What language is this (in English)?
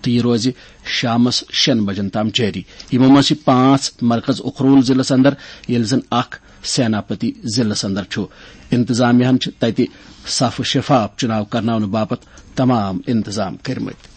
Kashmiri